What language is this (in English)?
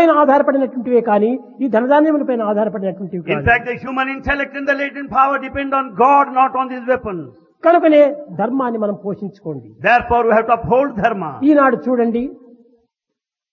Telugu